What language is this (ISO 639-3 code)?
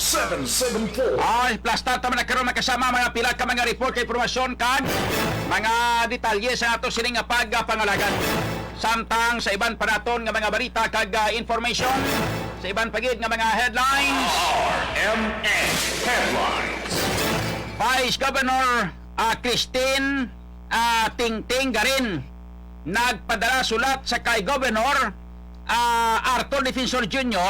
hil